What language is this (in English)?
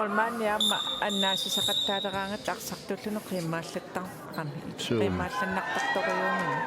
Kalaallisut